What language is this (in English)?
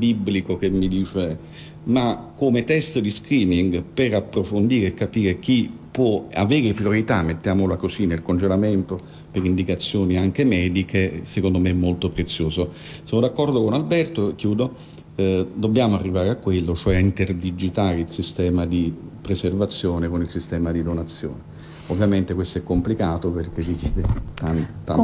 Italian